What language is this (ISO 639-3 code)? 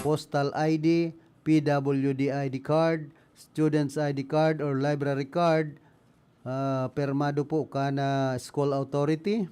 bik